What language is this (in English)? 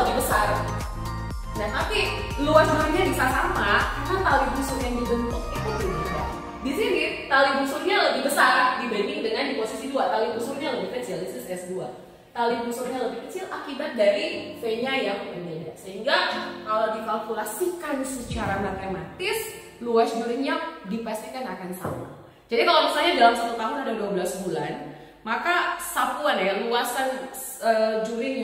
Indonesian